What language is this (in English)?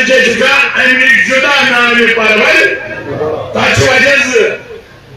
Kashmiri